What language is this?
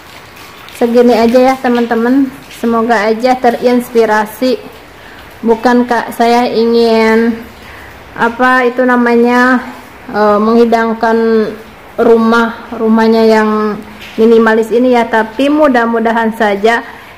Indonesian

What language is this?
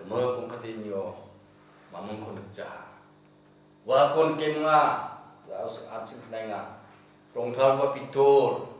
Garo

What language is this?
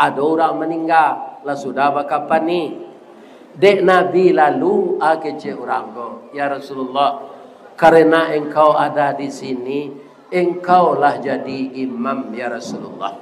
Minangkabau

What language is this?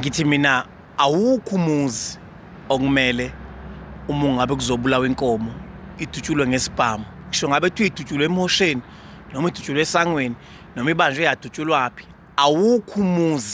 Zulu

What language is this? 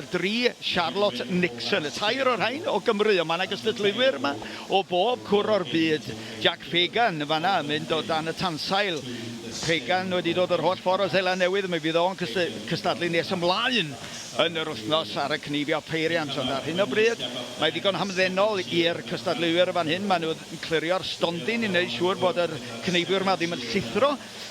Welsh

